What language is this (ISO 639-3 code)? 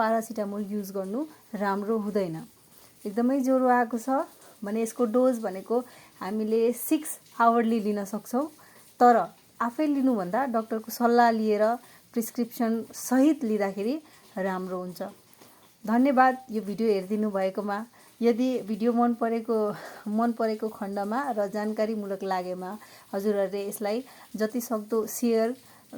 nep